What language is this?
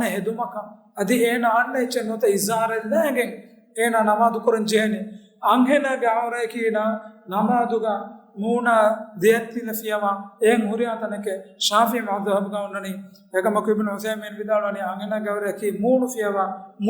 Divehi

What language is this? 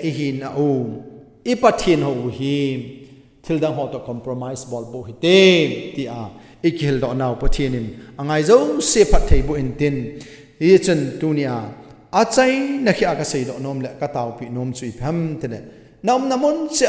Thado Chin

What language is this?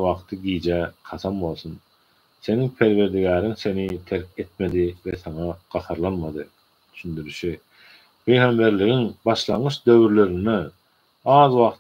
Turkmen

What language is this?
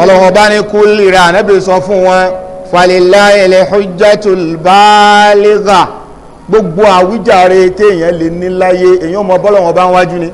Yoruba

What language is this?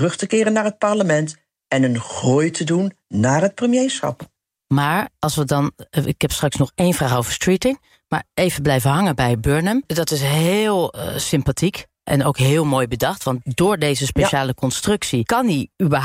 Dutch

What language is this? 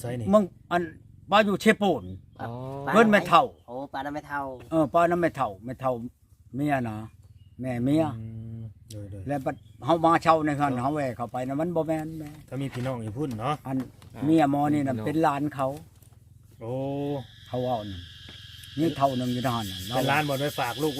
Northeastern Thai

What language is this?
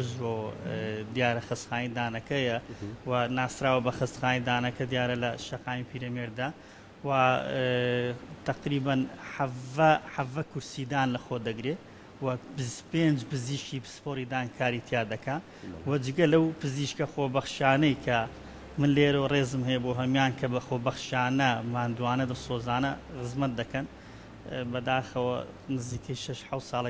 Central Kurdish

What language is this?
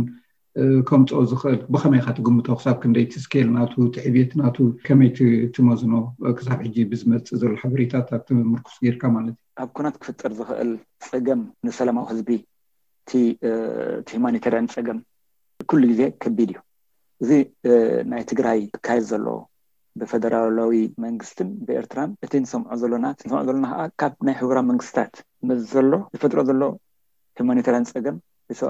Tigrinya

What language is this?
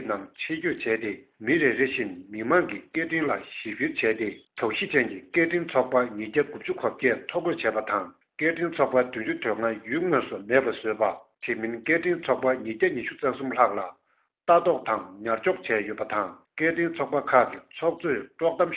Tibetan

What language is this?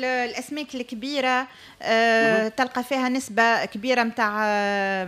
Tunisian Arabic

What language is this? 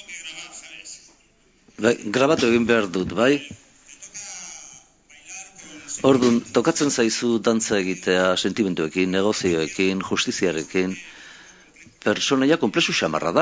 Basque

